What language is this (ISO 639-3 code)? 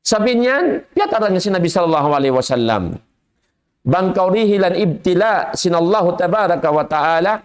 tsg